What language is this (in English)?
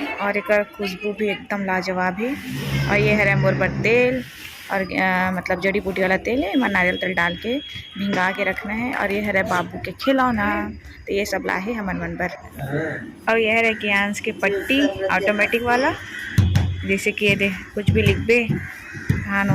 Chhattisgarhi